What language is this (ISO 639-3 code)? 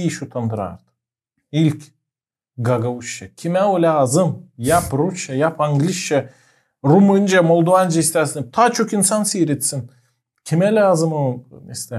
gag